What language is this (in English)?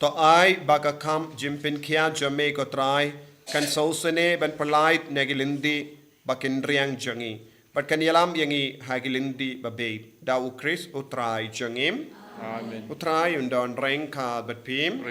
Khasi